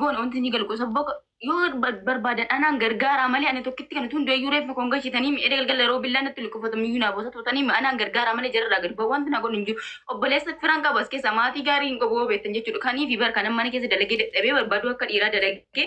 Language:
Oromo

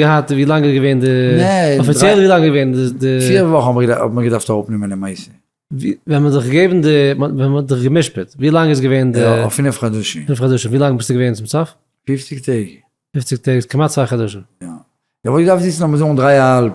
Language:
Yiddish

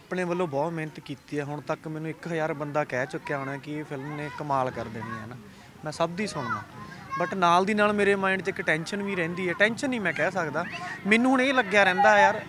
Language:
Punjabi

